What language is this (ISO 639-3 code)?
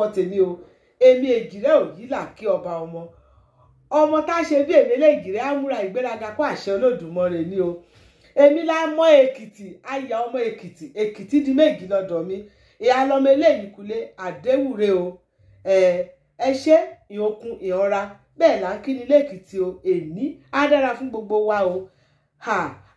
yor